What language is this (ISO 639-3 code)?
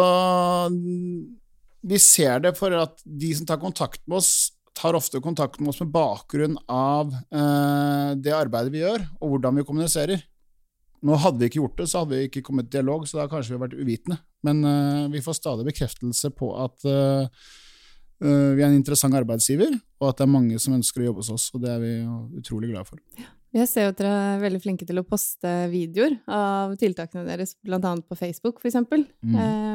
nor